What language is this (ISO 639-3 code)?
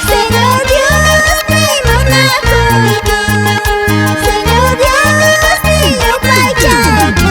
que